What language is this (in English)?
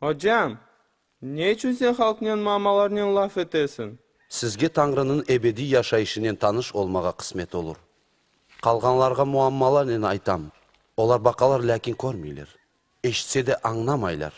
Crimean Tatar